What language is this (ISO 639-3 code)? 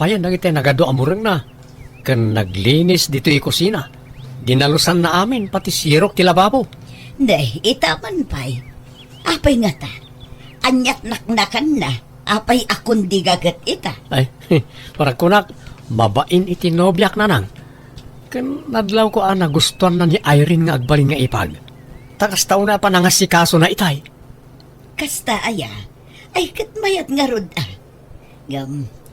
ilo